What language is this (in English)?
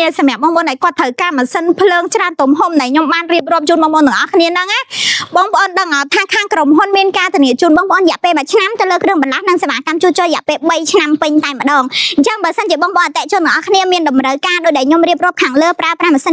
Khmer